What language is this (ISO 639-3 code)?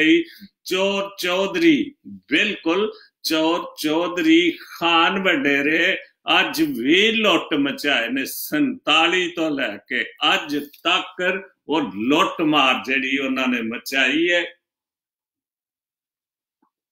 pan